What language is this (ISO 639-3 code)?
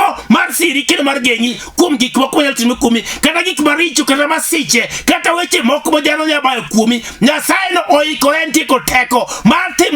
luo